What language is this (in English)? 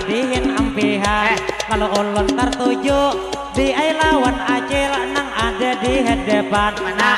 Banjar